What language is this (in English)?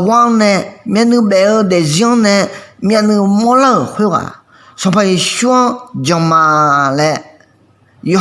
Akha